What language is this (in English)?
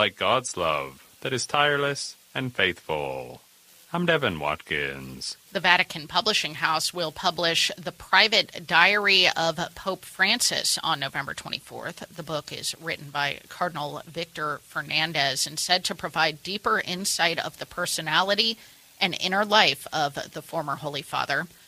English